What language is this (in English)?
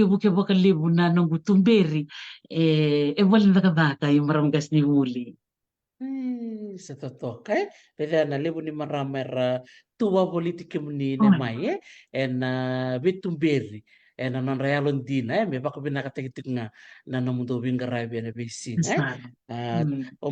Fijian